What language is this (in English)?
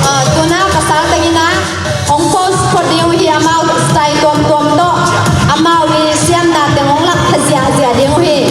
Tedim Chin